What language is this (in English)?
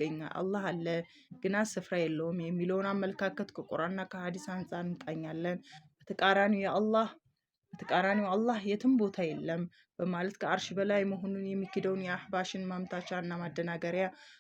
Amharic